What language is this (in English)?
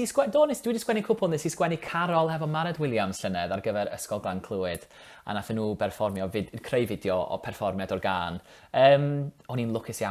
Welsh